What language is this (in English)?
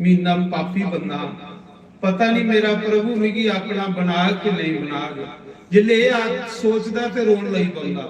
Dogri